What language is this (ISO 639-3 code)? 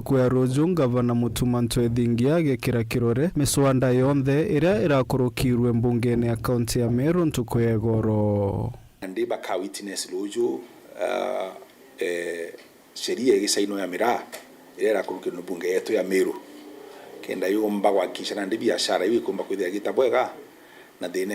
mer